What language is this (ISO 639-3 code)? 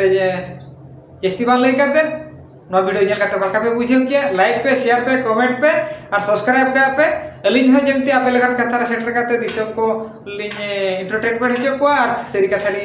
sat